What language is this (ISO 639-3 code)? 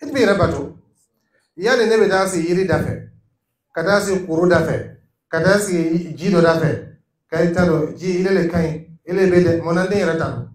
dyu